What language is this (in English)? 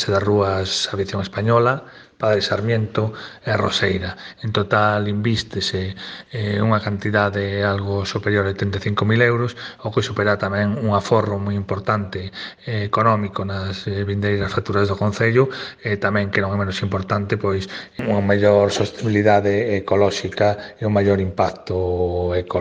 Galician